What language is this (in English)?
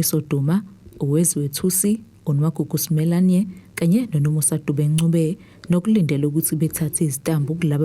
Zulu